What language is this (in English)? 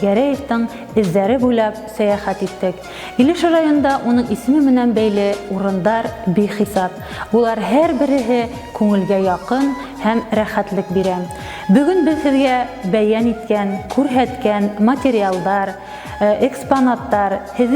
Bashkir